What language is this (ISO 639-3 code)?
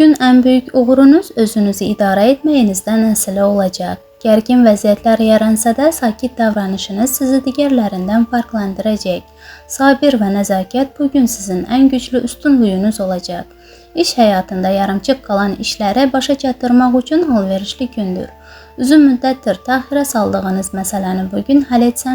aze